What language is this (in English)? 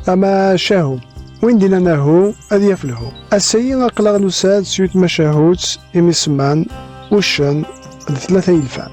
Kabyle